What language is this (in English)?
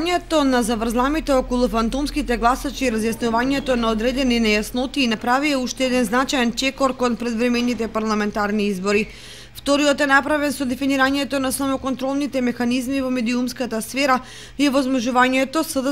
Macedonian